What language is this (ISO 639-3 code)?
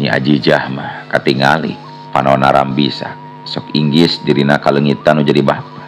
sun